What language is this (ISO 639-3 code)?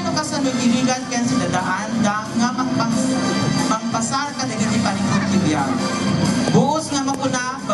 ilo